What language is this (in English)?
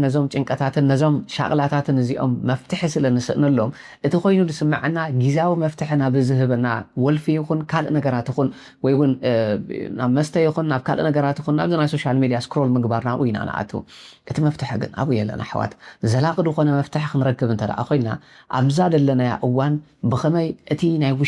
Tigrinya